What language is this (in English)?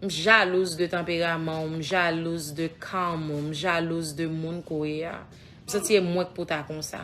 Haitian Creole